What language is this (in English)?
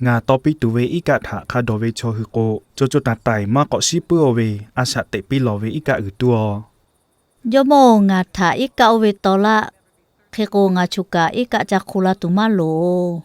Lahu